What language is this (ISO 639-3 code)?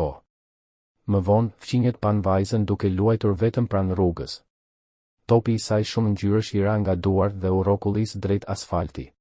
sqi